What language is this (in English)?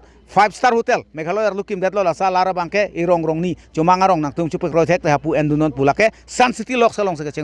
Karbi